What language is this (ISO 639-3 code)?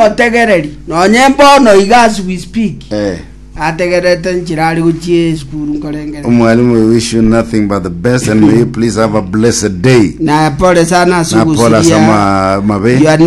guz